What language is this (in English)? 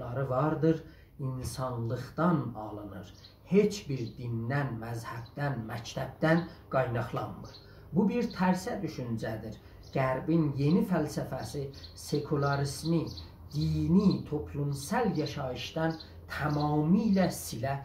South Azerbaijani